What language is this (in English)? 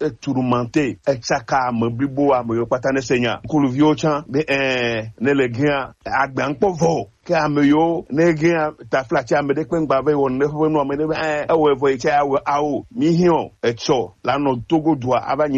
Gen